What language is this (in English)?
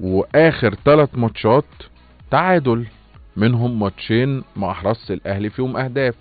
Egyptian Arabic